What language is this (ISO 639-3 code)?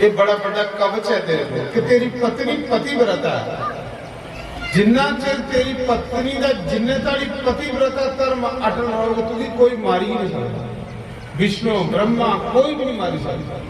doi